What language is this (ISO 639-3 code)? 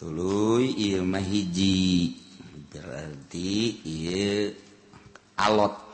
sun